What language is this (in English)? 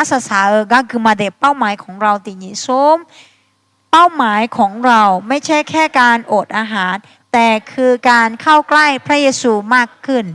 Akha